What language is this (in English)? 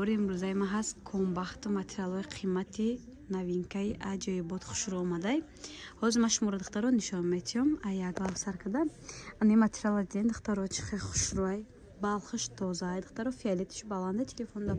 Tajik